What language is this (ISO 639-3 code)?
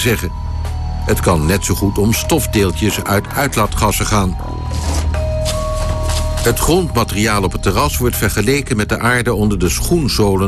nld